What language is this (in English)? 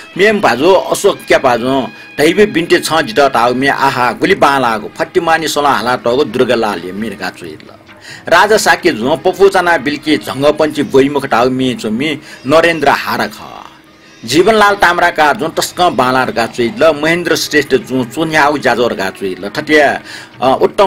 Newari